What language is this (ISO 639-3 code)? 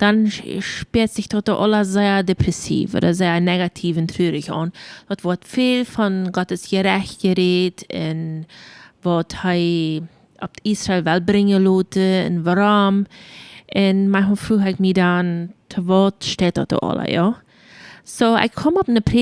pdt